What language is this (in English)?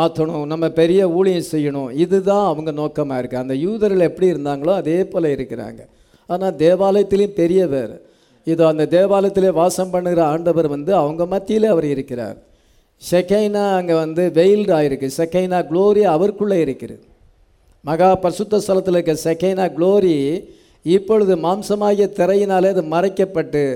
Tamil